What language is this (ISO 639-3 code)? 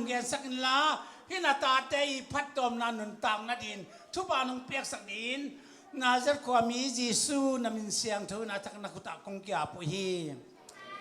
ctd